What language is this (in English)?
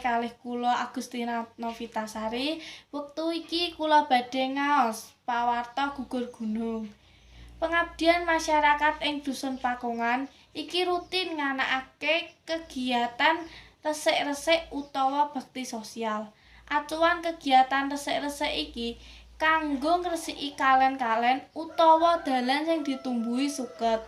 Javanese